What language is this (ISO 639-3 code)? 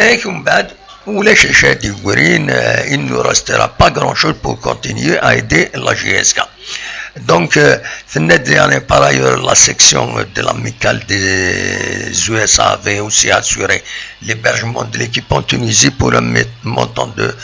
kab